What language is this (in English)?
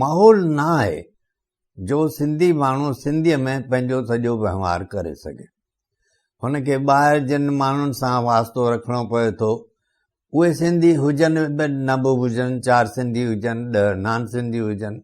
Sindhi